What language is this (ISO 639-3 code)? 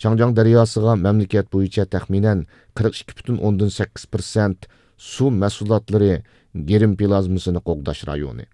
uig